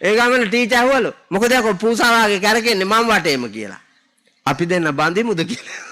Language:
Sinhala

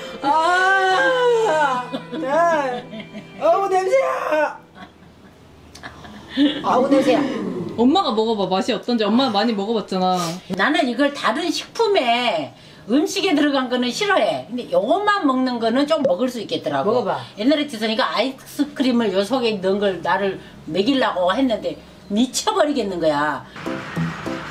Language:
Korean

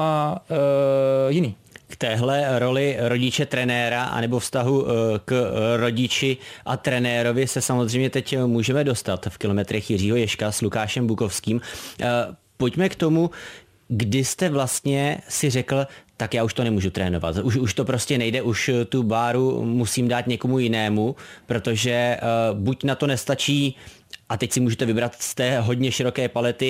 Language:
Czech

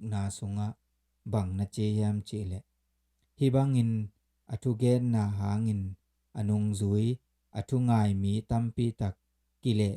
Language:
Tedim Chin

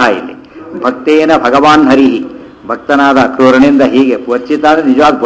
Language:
Kannada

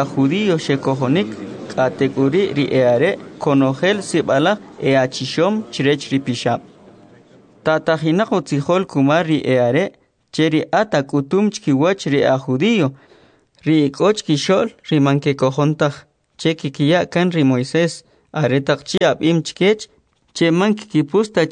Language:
Kʼicheʼ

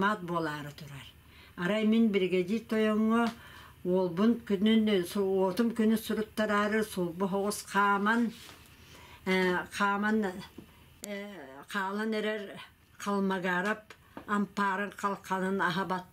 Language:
Yakut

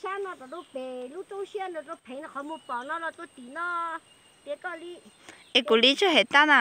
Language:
Hmong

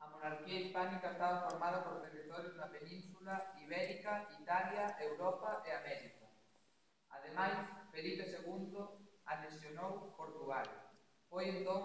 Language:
Galician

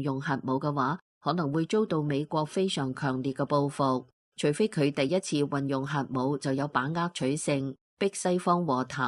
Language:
Cantonese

